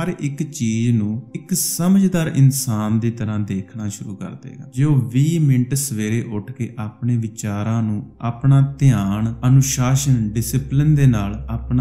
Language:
Punjabi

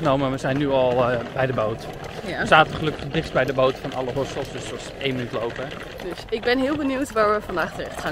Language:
Dutch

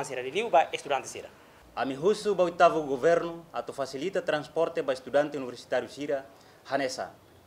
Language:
Tetum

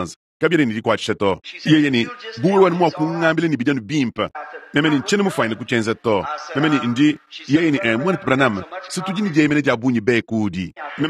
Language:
Luba-Lulua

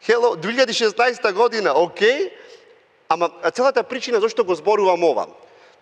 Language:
Macedonian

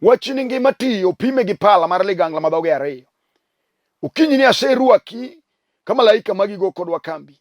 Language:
Luo (Kenya and Tanzania)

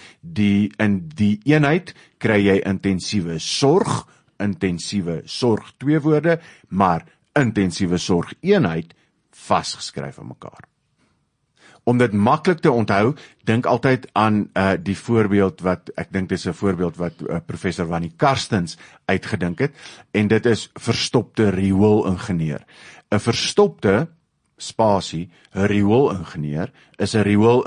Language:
Afrikaans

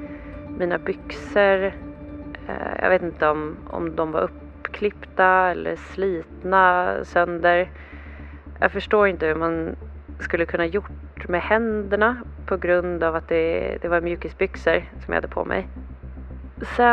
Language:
Swedish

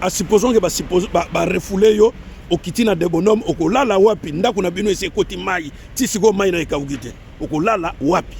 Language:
Lingala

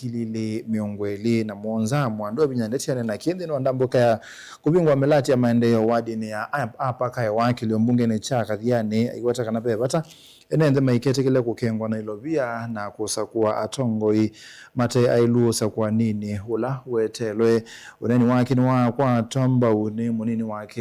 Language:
Kamba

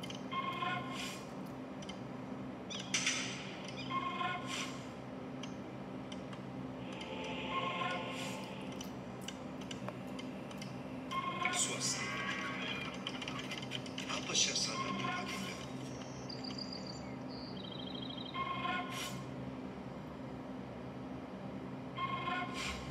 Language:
Malay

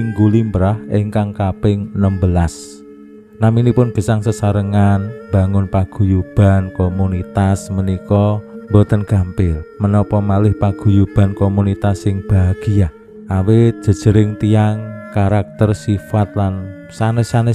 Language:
Javanese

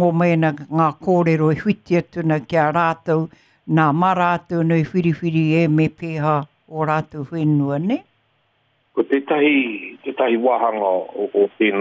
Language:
Māori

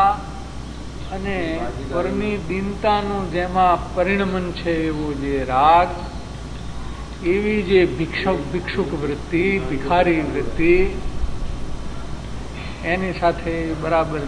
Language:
Gujarati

